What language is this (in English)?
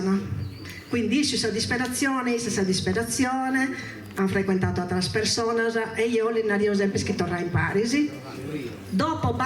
Sardinian